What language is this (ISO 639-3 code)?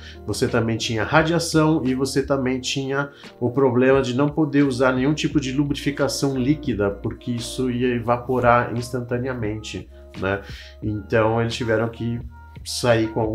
por